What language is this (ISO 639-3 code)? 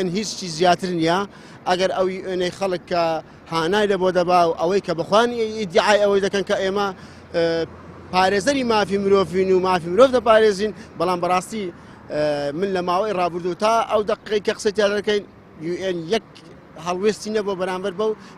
ckb